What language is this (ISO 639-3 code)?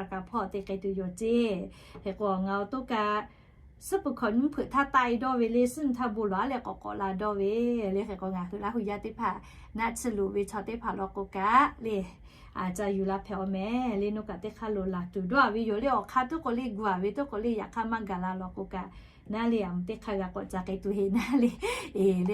lhu